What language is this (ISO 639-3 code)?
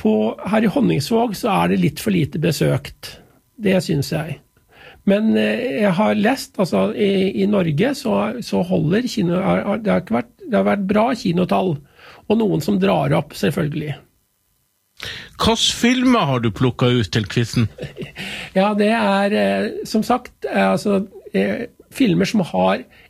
nor